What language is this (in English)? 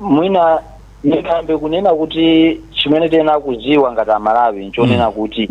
Nyanja